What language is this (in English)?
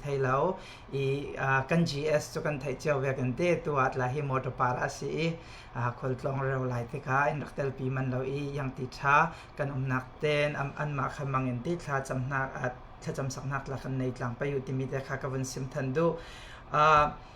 Falam Chin